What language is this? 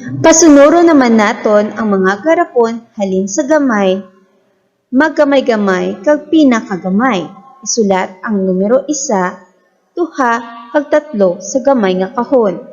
Hiligaynon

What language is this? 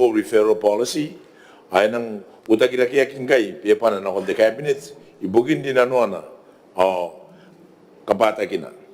Gilbertese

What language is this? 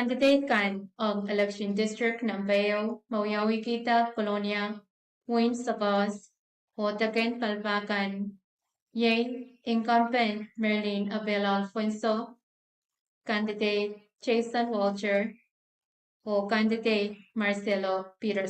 Pohnpeian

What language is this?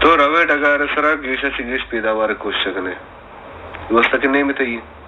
Baluchi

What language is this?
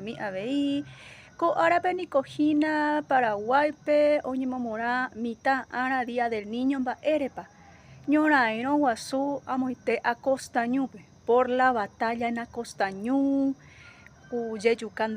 Guarani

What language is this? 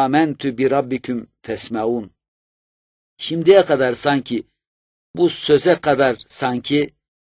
Turkish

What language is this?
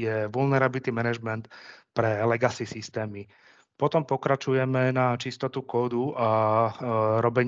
Slovak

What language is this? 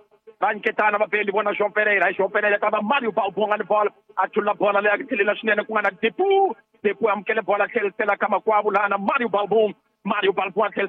Tsonga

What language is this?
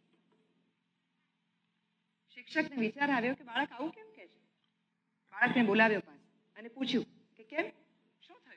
Gujarati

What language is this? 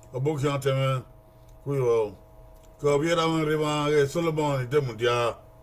Bini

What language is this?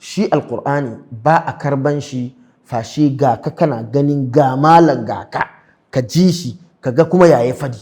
Hausa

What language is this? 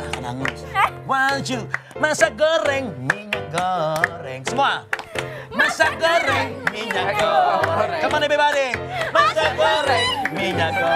Indonesian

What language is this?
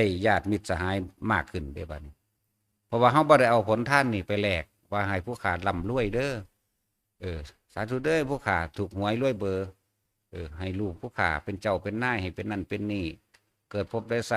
Northeastern Thai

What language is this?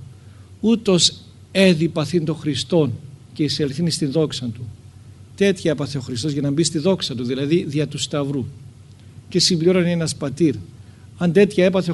Greek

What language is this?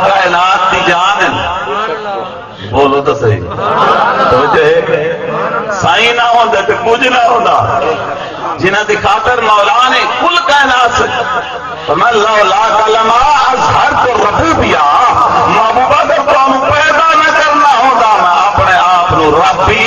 Saraiki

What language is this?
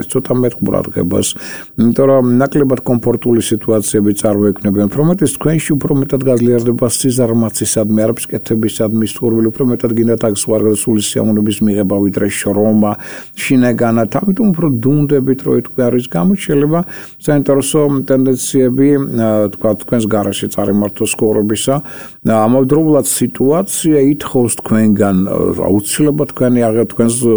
Georgian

